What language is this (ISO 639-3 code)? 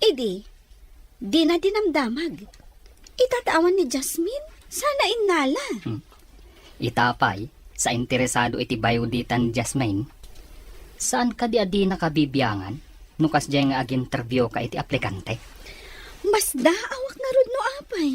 ilo